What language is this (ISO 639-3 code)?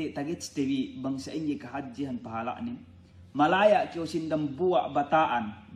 yka